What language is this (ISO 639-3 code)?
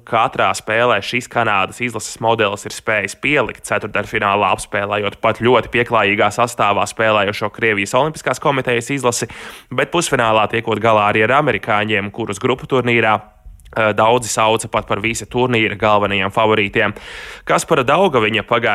lav